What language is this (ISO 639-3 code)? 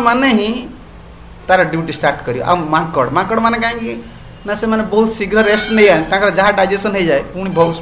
ori